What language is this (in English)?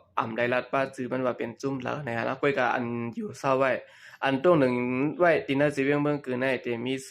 Shan